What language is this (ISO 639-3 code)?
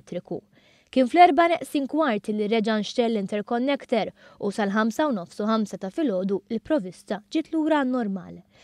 mlt